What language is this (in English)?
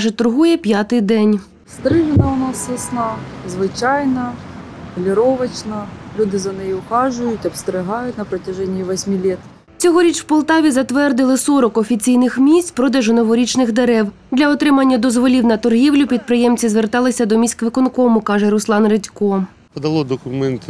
Ukrainian